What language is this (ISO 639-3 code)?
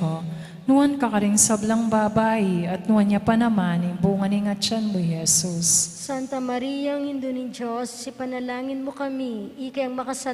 pam